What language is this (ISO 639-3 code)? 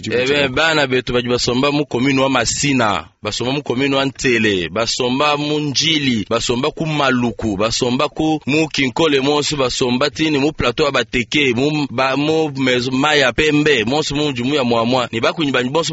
lua